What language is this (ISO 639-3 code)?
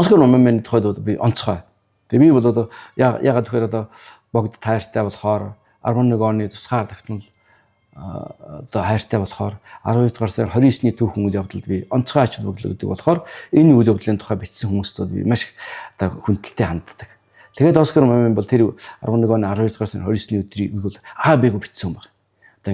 mon